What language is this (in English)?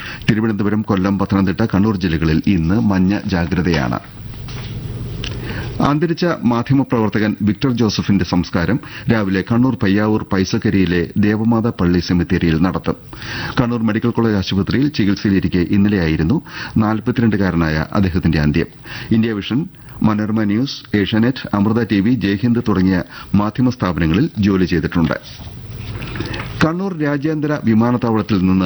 Malayalam